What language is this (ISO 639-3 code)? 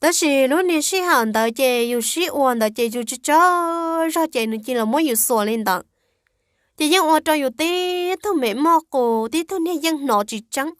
hmn